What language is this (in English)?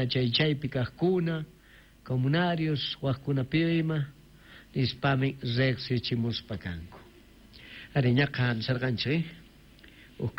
South Bolivian Quechua